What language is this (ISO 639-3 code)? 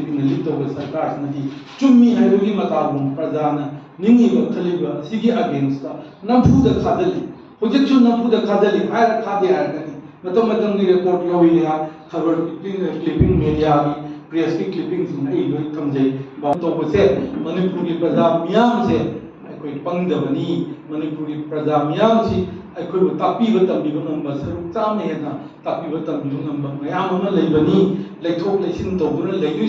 mni